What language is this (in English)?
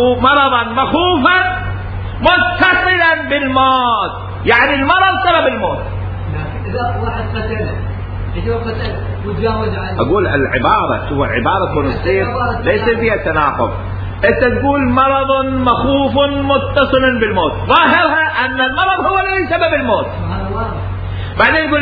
Mesopotamian Arabic